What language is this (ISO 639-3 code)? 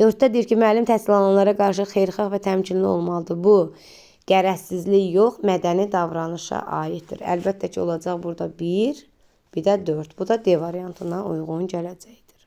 aze